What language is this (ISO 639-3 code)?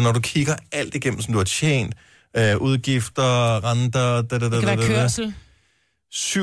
dan